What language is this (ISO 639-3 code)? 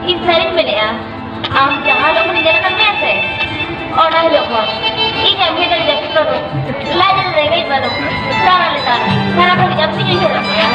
sat